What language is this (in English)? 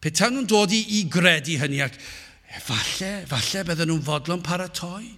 Welsh